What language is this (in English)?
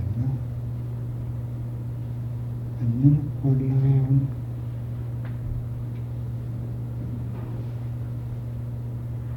Indonesian